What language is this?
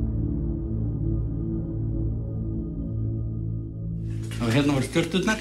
Icelandic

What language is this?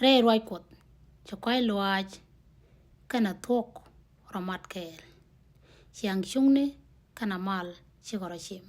Nuer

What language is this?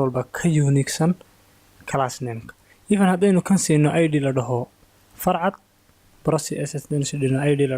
Somali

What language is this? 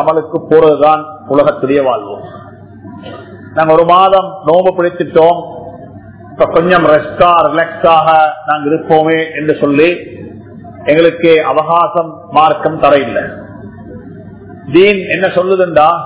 Tamil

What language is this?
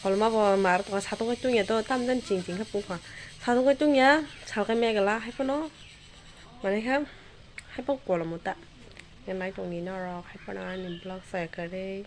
Kok Borok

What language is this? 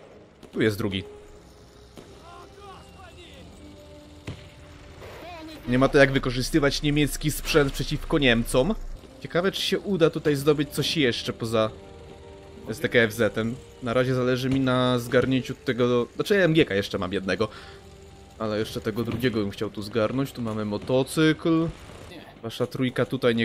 Polish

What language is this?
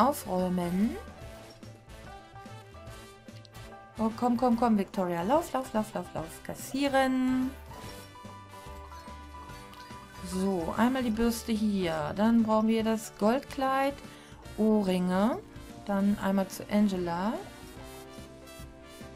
German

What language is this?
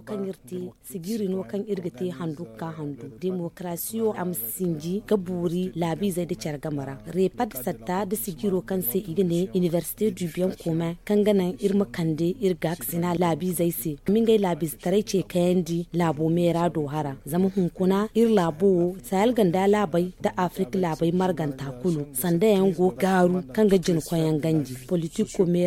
Zarma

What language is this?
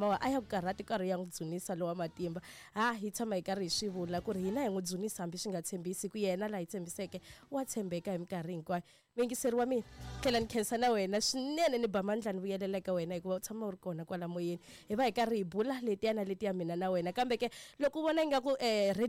Tsonga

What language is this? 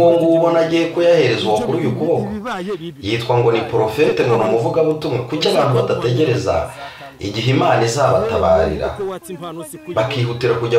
Kinyarwanda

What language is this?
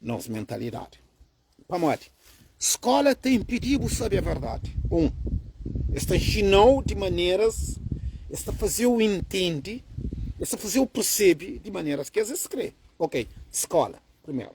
Kabuverdianu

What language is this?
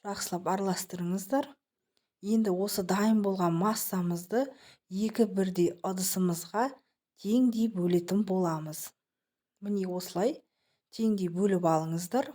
Kazakh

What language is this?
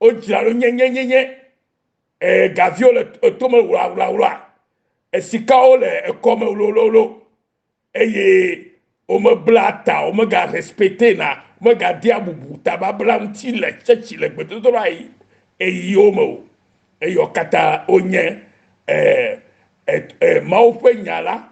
Ewe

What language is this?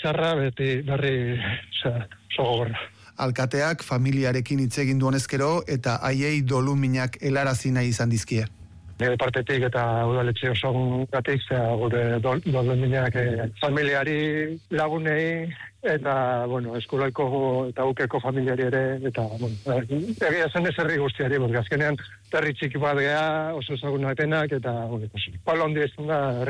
Basque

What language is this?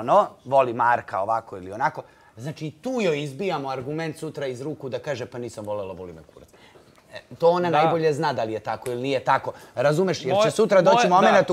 Serbian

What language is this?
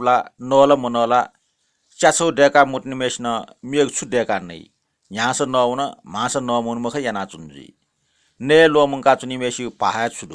Newari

